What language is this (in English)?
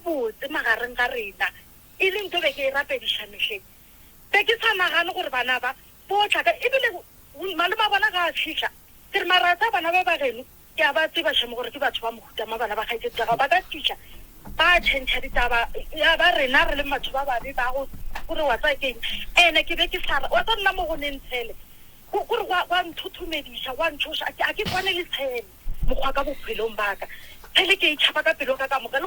Northern Sotho